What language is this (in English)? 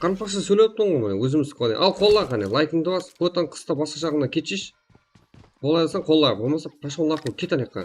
Kara-Kalpak